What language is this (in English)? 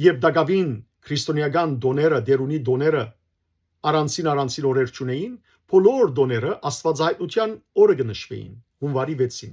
Western Armenian